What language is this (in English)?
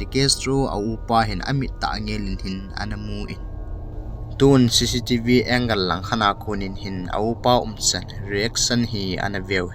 Thado Chin